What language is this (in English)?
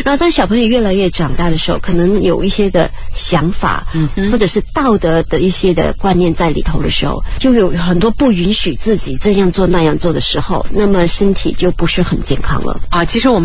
Chinese